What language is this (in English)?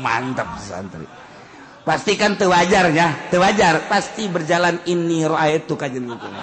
Sundanese